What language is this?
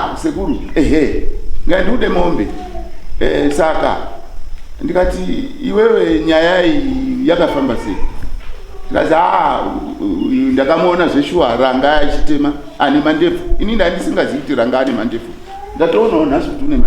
Shona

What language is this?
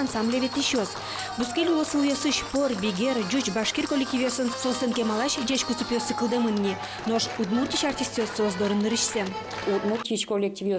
Udmurt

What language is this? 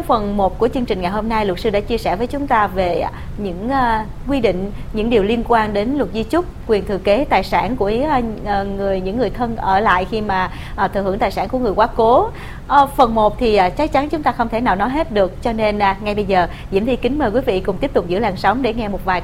Vietnamese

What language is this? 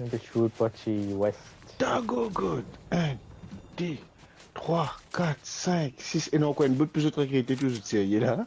Morisyen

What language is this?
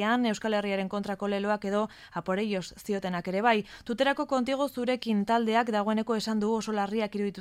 Basque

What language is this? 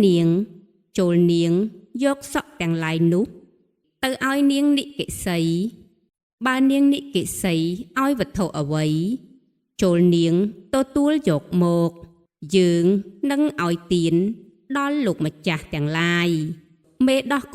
Khmer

